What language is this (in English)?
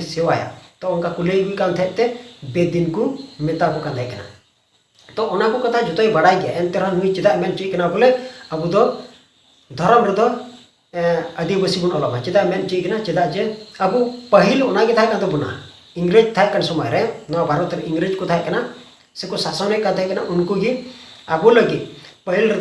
Santali